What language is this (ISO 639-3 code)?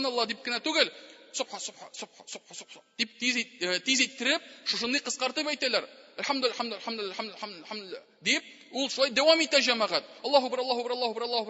tat